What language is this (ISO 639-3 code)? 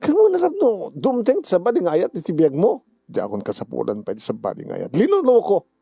ilo